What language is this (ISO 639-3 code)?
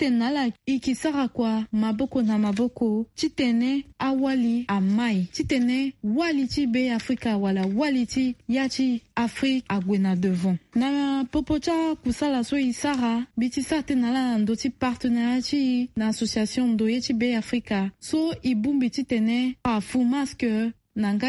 sag